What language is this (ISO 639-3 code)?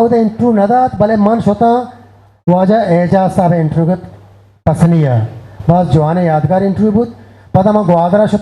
bgp